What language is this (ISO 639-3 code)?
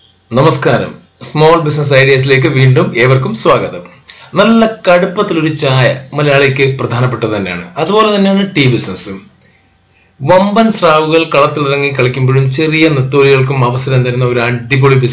mal